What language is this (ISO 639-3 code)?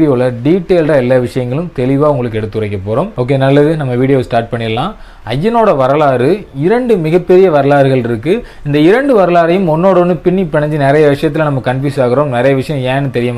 tam